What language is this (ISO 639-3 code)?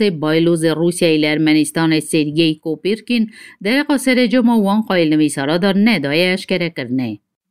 kur